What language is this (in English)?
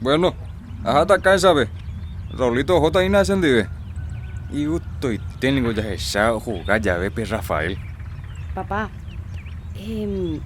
Guarani